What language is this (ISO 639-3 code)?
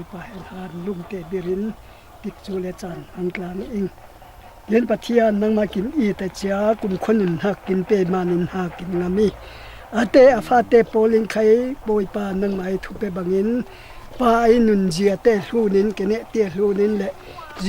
cfm